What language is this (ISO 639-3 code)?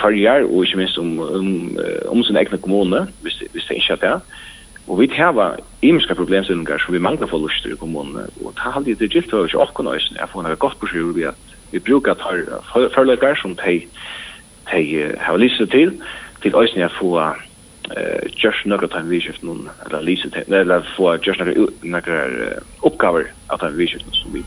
fao